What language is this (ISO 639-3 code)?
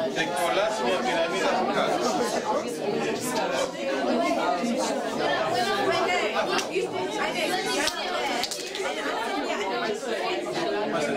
ell